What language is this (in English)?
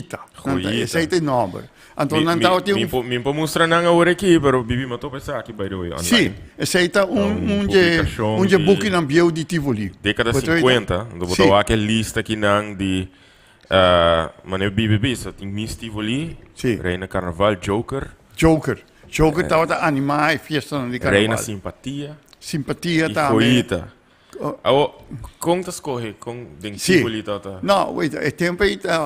Papiamento